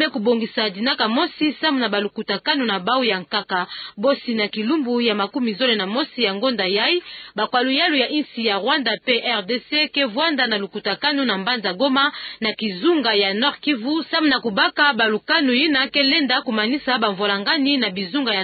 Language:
Kituba (Democratic Republic of Congo)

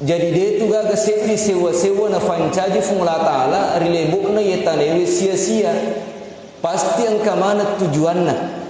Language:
Buginese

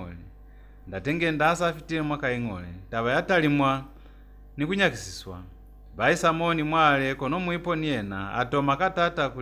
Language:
Lozi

